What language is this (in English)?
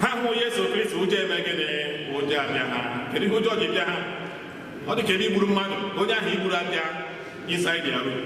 Igbo